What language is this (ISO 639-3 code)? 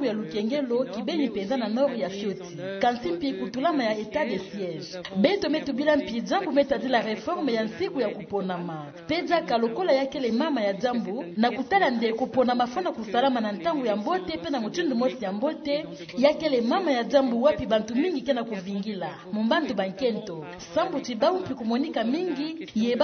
ktu